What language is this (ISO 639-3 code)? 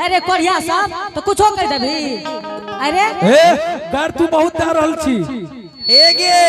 anp